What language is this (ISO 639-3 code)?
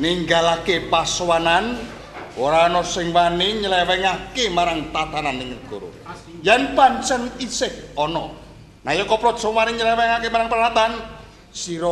jav